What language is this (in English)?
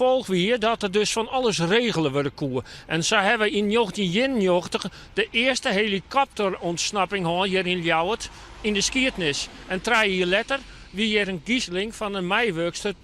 Western Frisian